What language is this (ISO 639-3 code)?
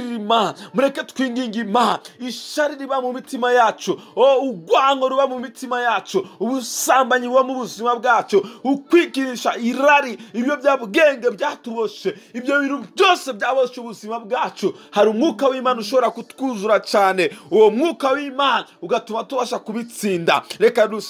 kin